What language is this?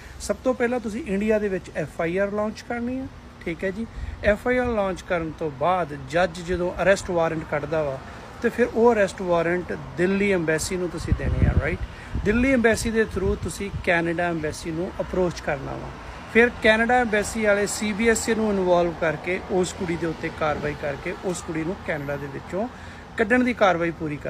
Punjabi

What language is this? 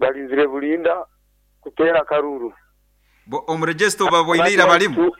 Nyoro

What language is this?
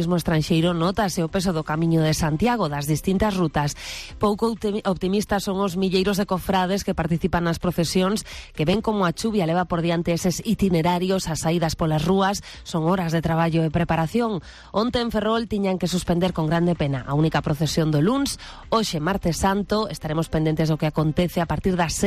Galician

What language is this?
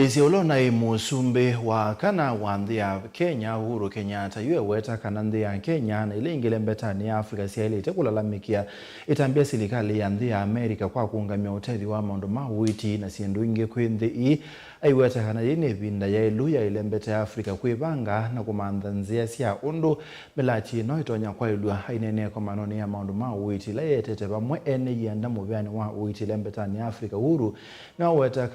Kamba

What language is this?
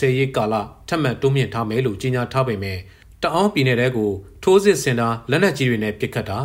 Burmese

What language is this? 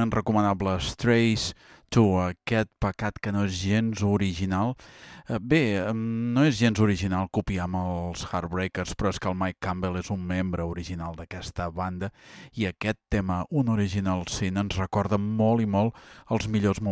Catalan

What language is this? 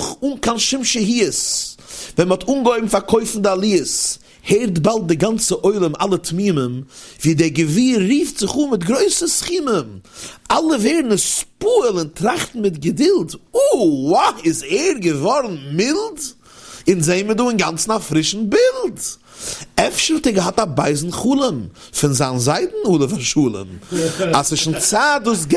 Yiddish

